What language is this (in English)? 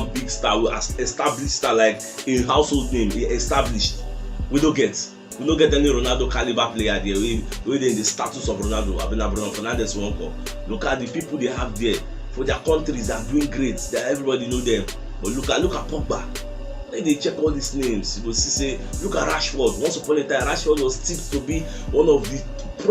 Nigerian Pidgin